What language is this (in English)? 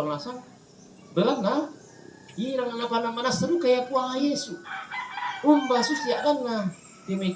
Toraja-Sa'dan